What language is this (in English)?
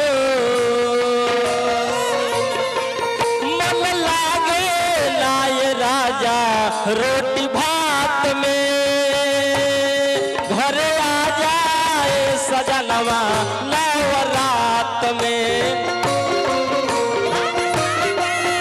Bhojpuri